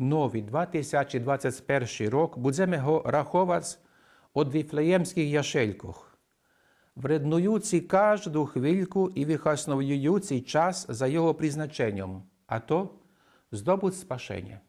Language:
Rusyn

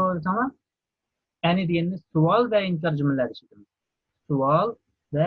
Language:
Uyghur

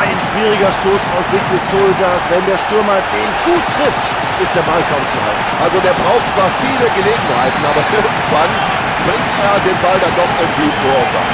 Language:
Bavarian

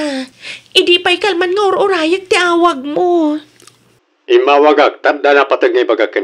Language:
Iloko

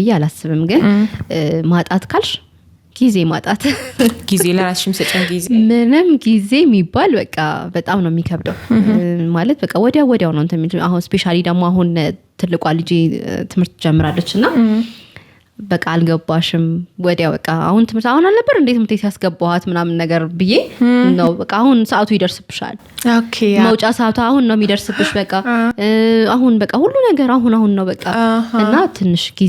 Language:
Amharic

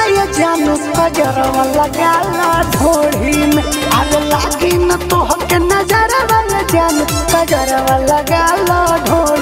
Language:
Bhojpuri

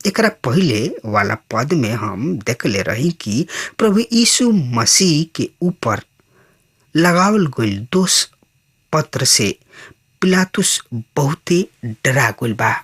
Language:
Bhojpuri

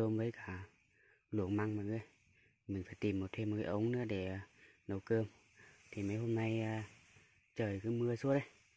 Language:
Vietnamese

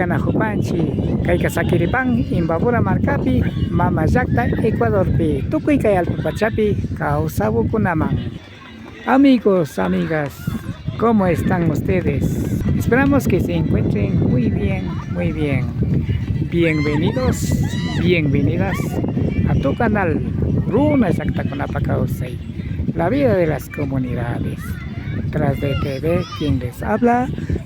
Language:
Imbabura Highland Quichua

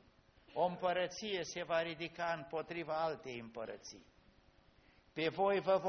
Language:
Romanian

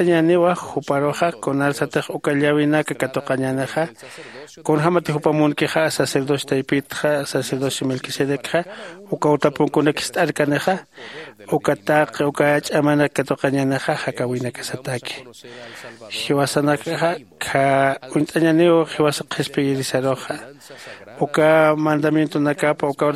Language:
Aymara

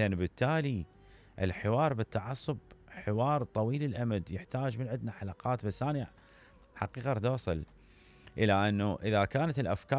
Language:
Mesopotamian Arabic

